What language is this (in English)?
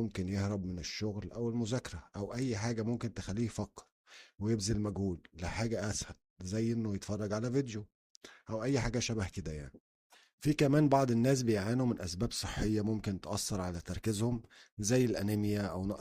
Egyptian Arabic